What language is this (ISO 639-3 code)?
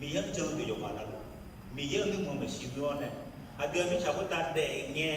ahk